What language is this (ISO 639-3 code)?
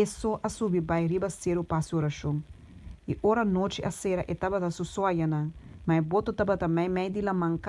pap